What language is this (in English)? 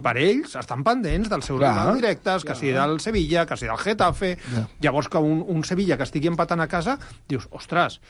Catalan